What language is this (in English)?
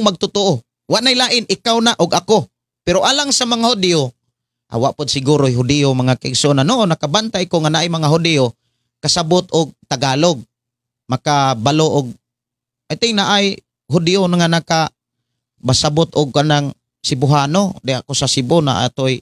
Cebuano